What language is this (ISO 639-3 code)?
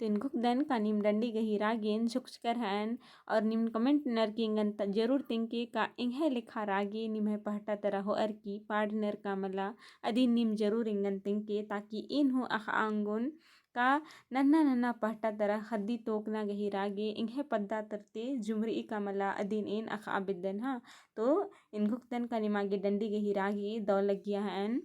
kru